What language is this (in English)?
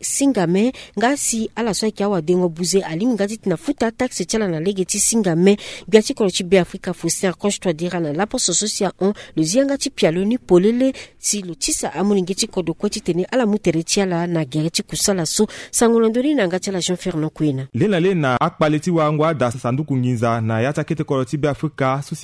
Sango